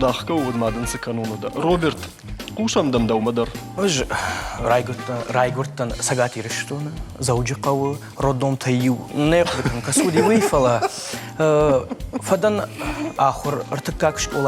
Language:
Ossetic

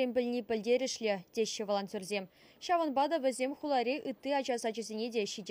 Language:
Chuvash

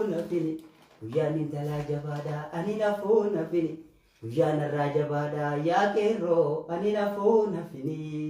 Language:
Oromo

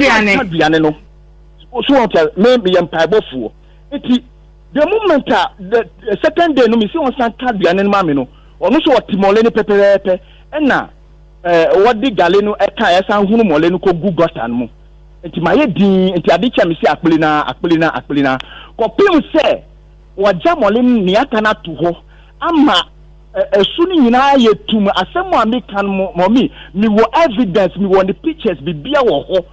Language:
Akan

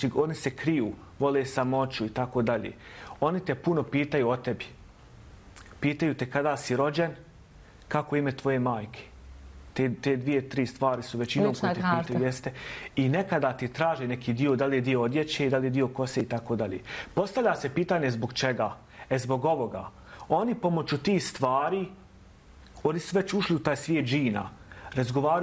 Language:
Bosnian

